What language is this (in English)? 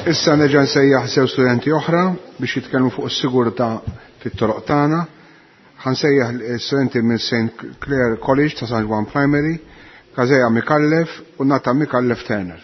Maltese